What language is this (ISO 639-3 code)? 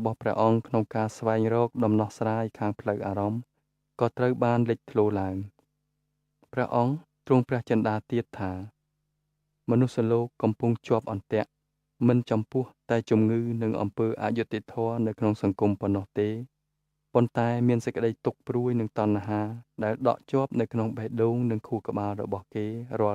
khm